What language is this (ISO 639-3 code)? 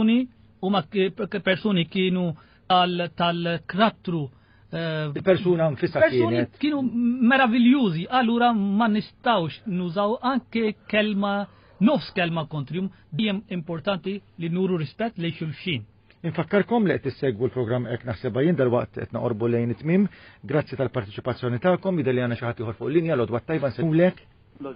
mlt